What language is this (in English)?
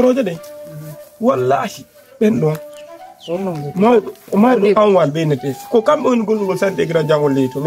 Fula